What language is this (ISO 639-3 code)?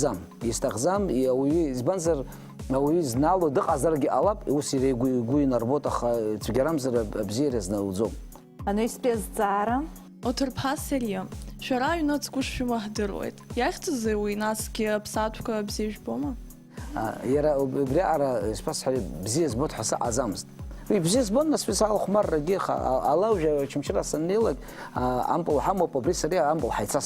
abk